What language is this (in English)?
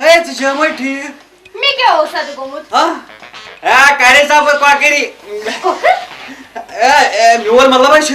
Kashmiri